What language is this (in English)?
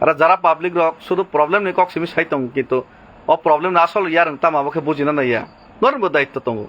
Kok Borok